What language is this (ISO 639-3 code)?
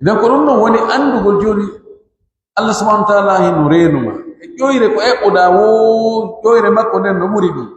fuf